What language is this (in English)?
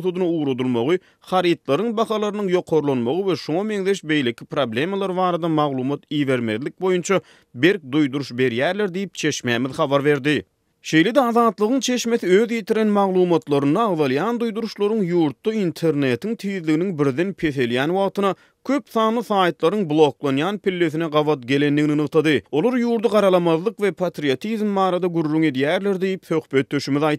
Turkmen